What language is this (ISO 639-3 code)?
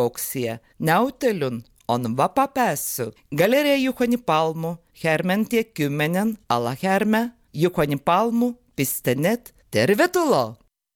fin